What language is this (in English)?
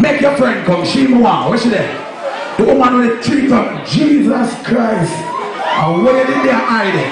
Jamaican Creole English